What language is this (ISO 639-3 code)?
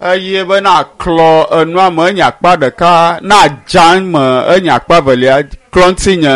ewe